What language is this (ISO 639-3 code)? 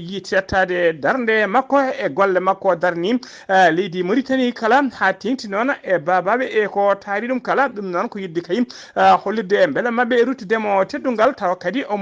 ful